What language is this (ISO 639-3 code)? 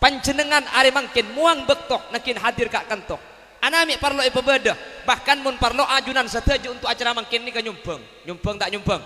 mad